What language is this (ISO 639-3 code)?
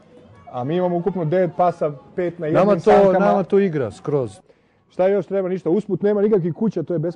srp